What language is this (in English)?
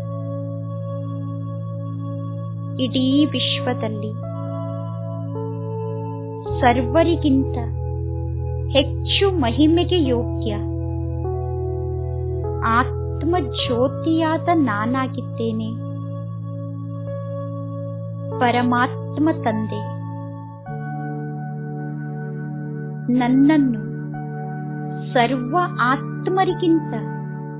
Kannada